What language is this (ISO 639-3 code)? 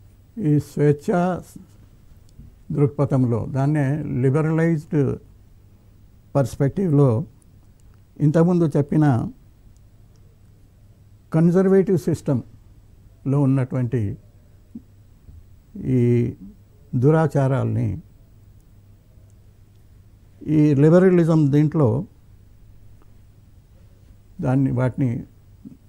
tel